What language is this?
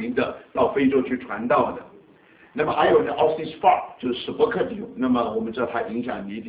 Chinese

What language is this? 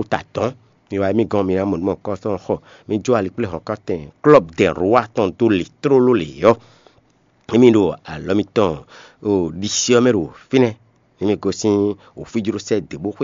Fon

